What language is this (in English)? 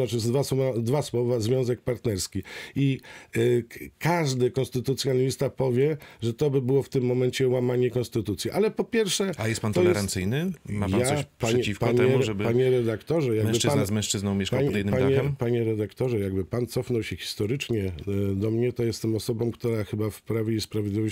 Polish